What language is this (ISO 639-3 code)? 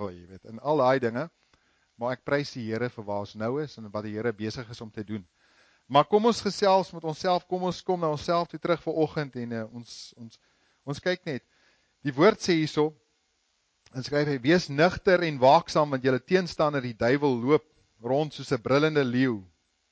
afr